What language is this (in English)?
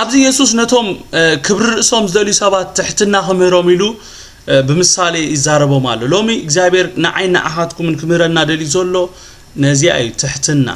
Tigrinya